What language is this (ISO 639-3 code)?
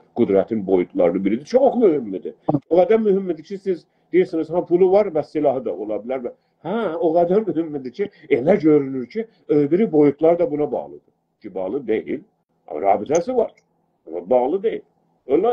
azb